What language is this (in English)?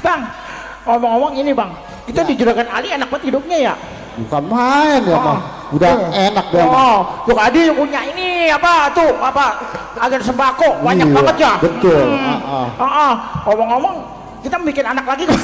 Betawi